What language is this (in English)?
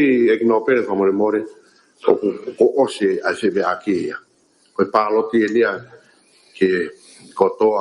Tongan